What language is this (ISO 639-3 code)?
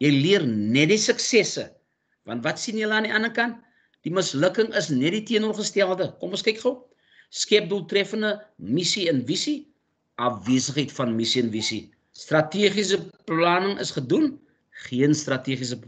afr